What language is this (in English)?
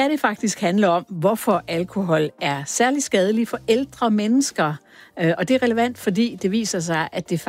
Danish